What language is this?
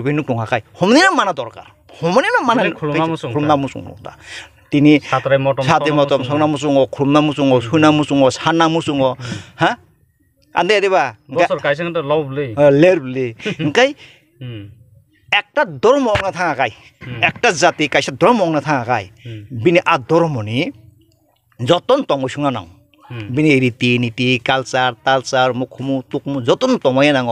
Kok Borok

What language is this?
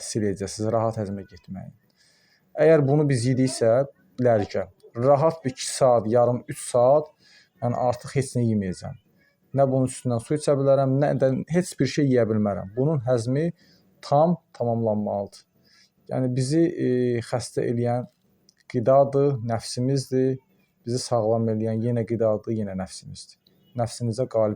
Azerbaijani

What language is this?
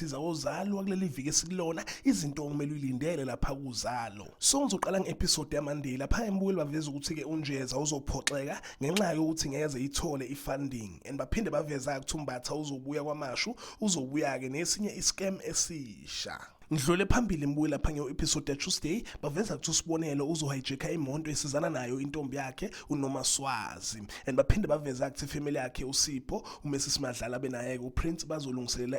Zulu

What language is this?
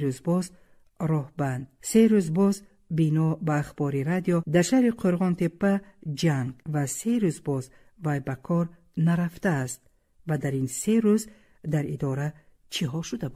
Tajik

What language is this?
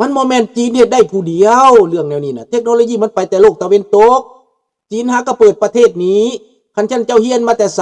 Lao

